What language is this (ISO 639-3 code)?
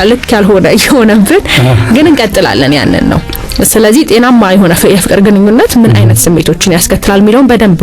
amh